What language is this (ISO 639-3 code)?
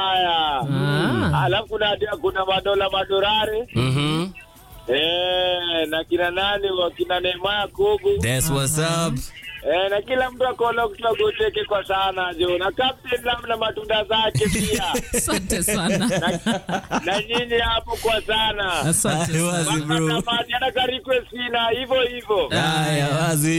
swa